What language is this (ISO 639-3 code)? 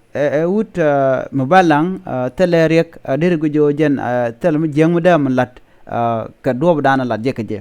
nus